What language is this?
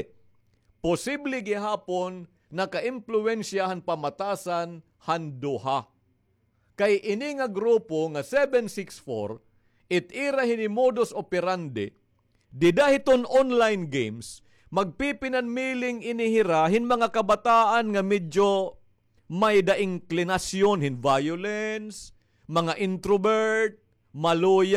Waray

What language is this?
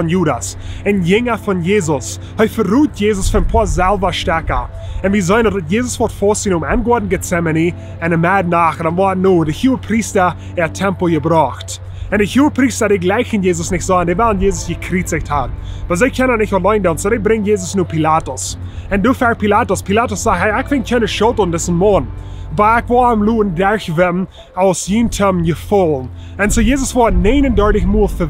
Plautdietsch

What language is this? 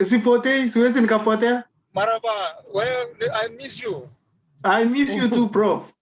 Kalenjin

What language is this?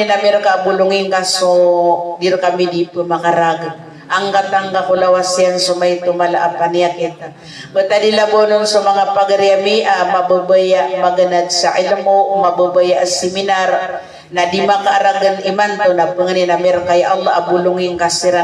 Maranao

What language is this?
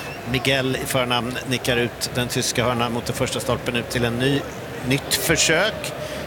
Swedish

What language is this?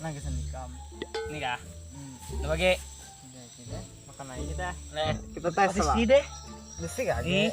Banjar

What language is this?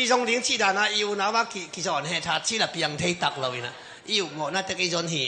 Tedim Chin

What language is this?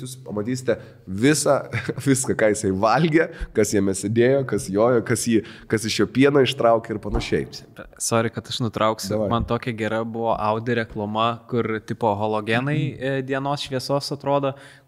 Lithuanian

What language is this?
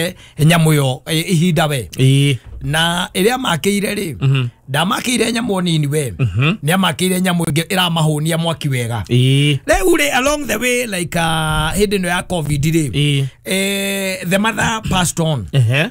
Kikuyu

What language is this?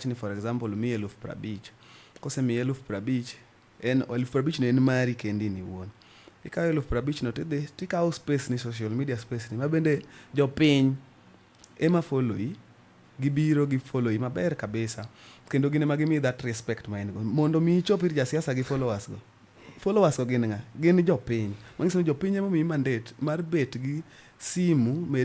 Luo (Kenya and Tanzania)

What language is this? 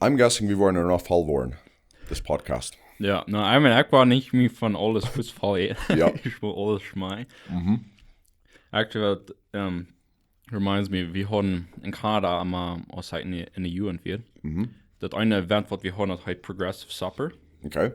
Plautdietsch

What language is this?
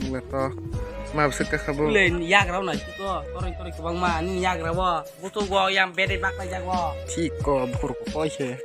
Kok Borok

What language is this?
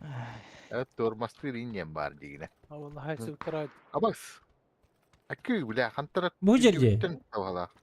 Yakut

